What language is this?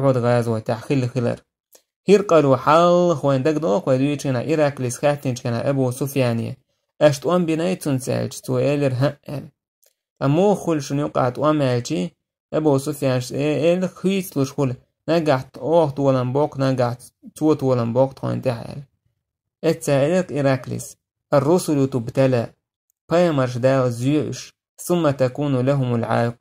Chechen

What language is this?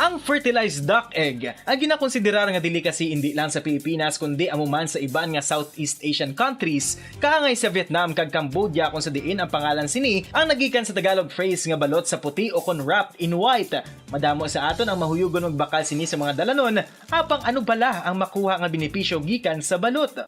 Hiligaynon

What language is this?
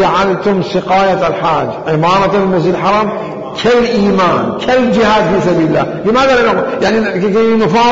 Mesopotamian Arabic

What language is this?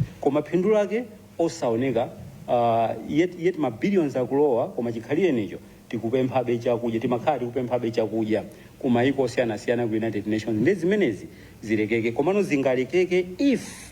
Nyanja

